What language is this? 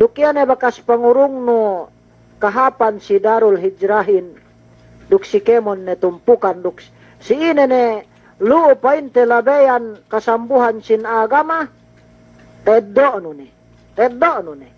Yakan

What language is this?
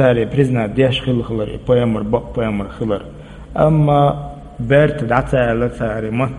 Chechen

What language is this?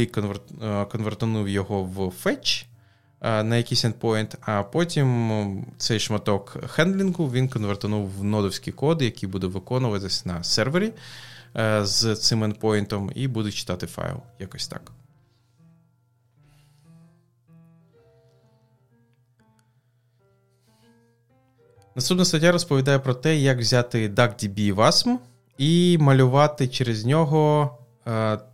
Ukrainian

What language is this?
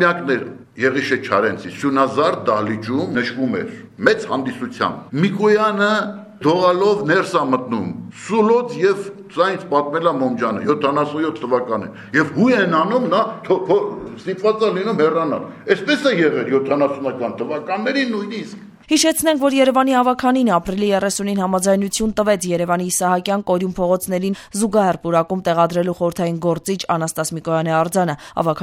Armenian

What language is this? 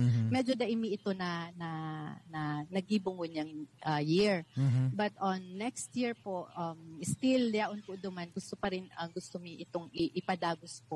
Bikol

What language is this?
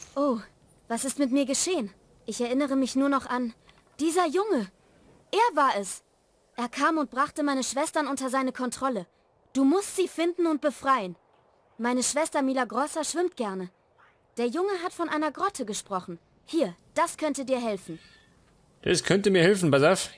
Bavarian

